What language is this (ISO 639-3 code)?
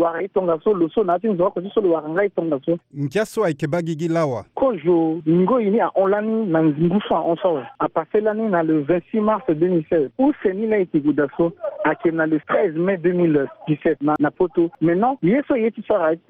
sag